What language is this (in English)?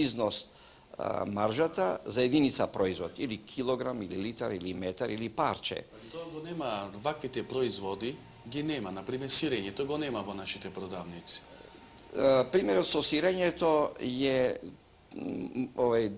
Macedonian